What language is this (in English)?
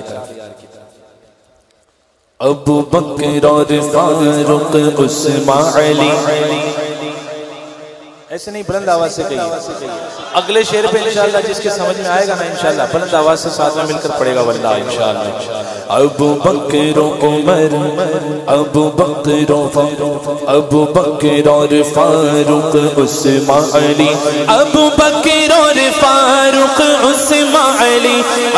Urdu